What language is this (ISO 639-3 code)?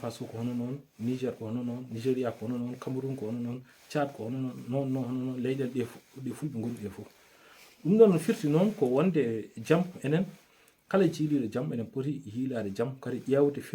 ful